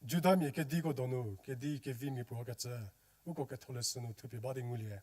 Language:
Angami Naga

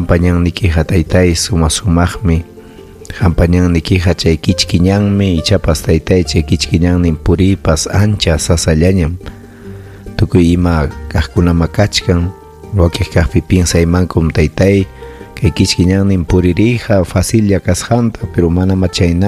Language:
Ayacucho Quechua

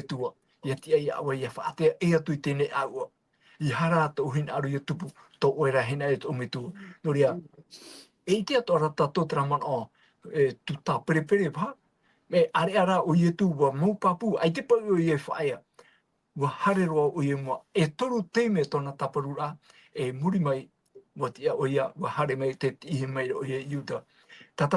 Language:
Tahitian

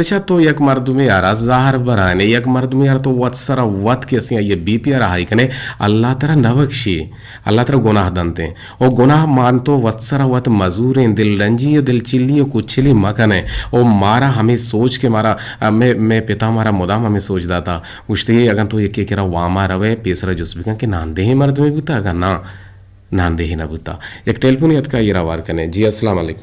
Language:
Eastern Balochi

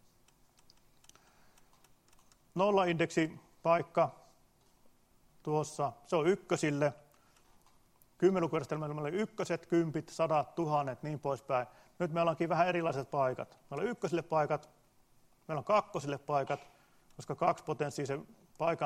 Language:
Finnish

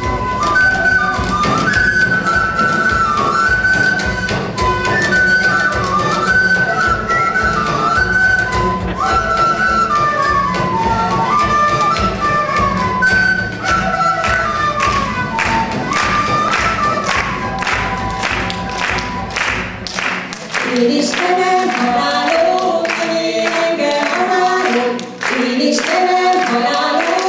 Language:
Hungarian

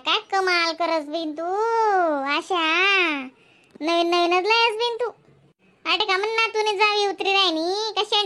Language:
Khandesi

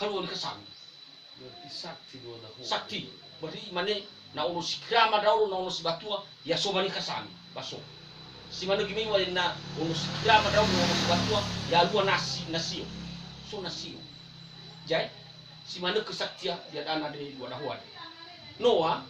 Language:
Nias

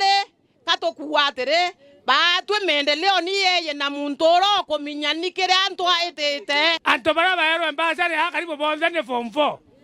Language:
Meru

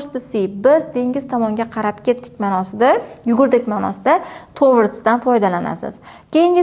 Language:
Uzbek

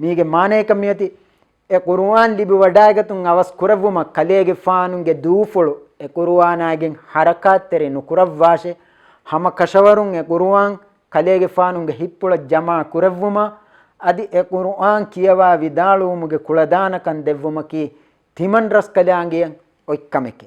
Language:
Divehi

